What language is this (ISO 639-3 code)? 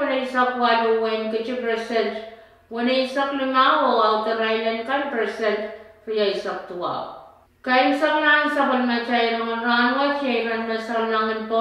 pon